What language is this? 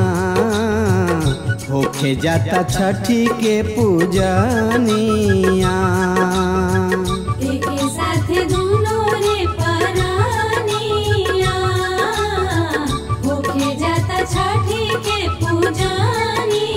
Bhojpuri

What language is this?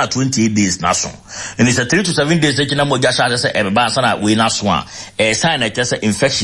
Akan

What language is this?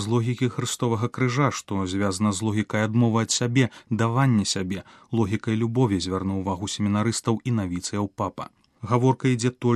Belarusian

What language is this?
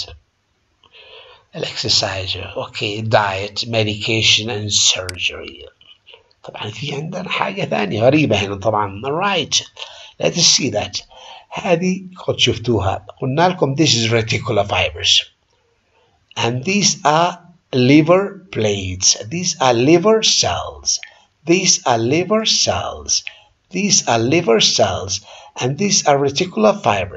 Arabic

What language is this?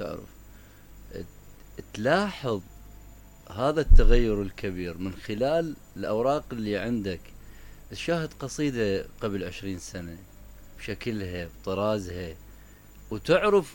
Mesopotamian Arabic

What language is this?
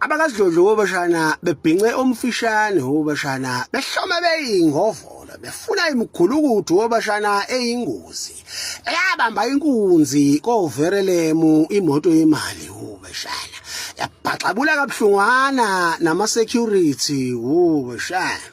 Zulu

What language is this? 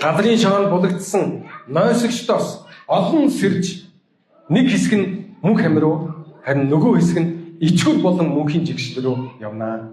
Mongolian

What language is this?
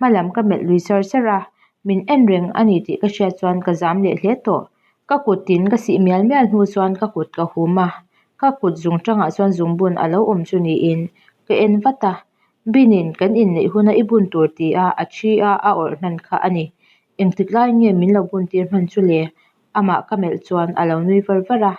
Mizo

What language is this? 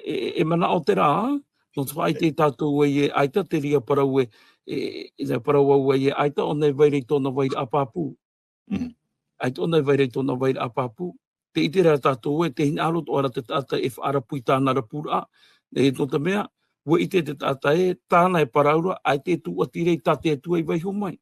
Tahitian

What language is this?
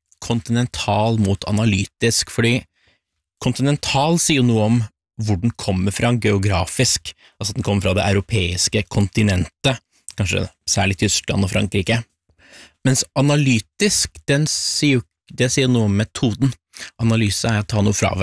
Norwegian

